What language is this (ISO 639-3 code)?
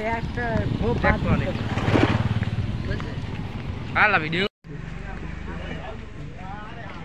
ben